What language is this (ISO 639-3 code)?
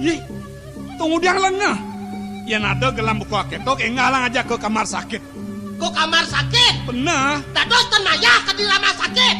ban